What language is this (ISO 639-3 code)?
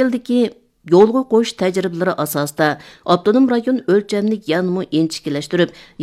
uig